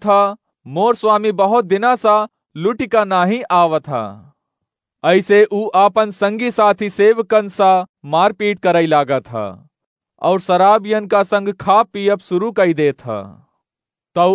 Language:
Awadhi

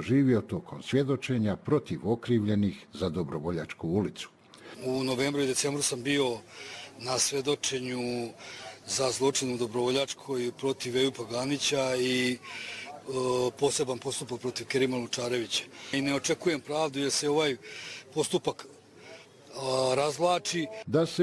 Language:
Bosnian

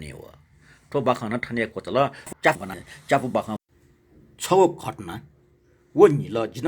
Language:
Newari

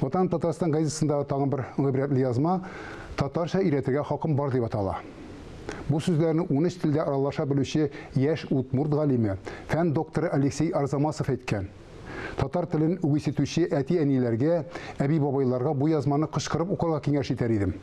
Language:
Tatar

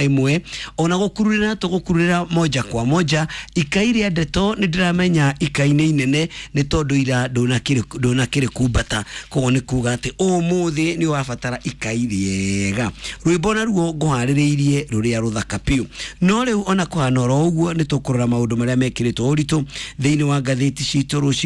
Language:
Kikuyu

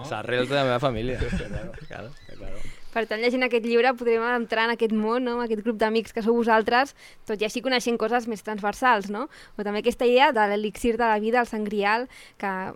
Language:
Catalan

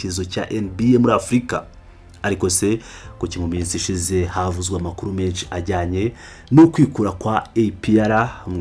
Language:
Kinyarwanda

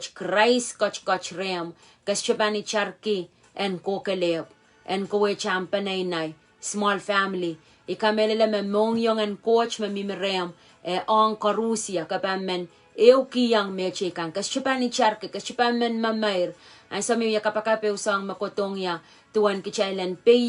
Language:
Pohnpeian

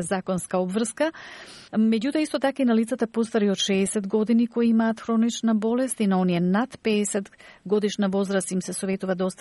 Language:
Macedonian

